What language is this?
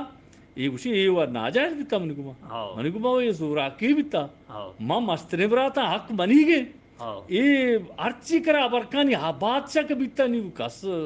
Eastern Balochi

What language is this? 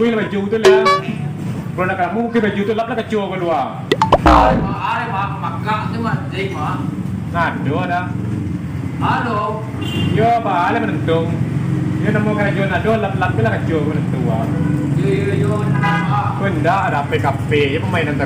Minangkabau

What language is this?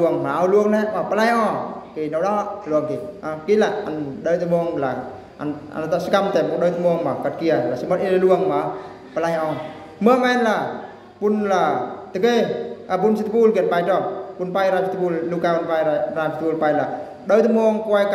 Eastern Bru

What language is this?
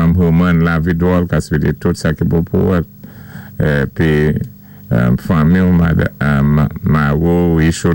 Saint Lucian Creole French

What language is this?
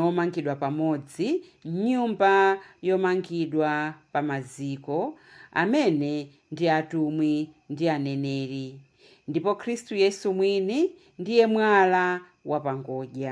Nyanja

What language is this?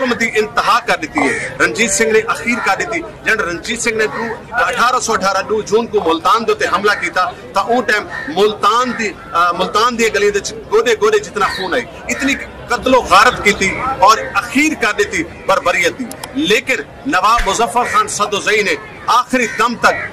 Saraiki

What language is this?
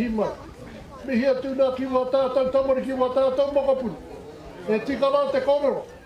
Māori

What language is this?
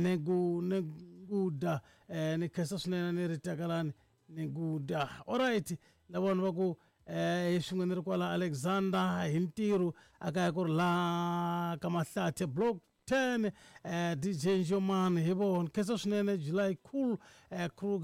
Tsonga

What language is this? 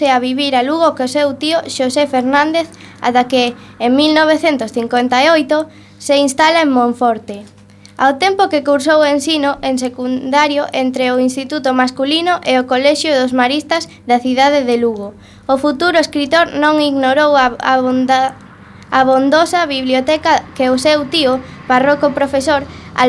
Galician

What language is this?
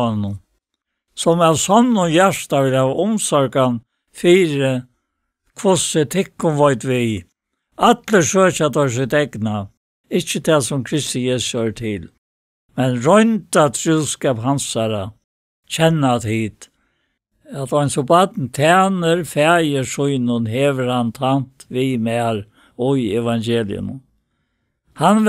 Faroese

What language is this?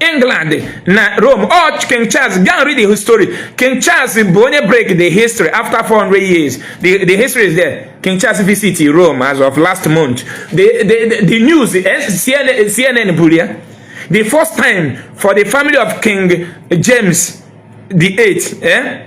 Igbo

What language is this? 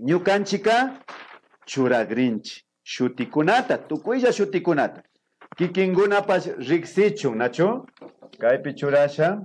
Imbabura Highland Quichua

